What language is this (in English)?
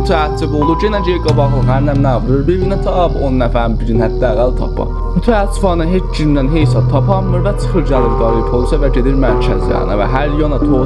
South Azerbaijani